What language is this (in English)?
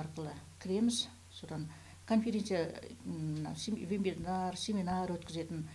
Kazakh